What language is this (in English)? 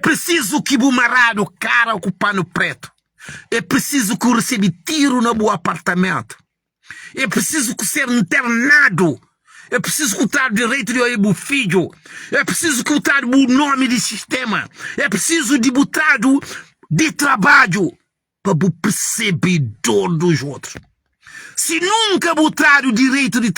Kabuverdianu